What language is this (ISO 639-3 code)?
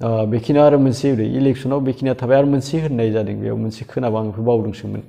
brx